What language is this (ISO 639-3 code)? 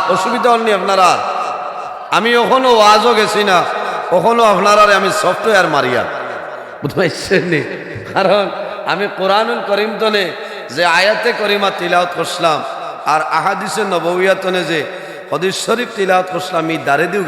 syl